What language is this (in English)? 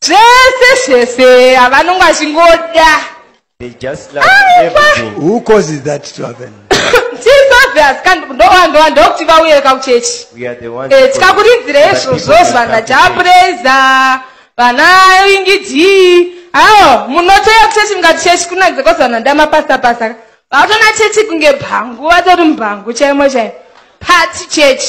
Shona